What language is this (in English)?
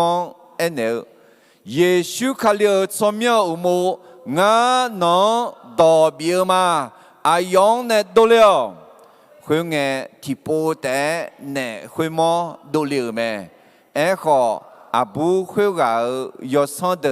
Akha